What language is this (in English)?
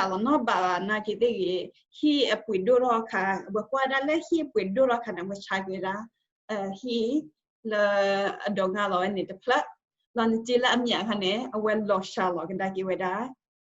S'gaw Karen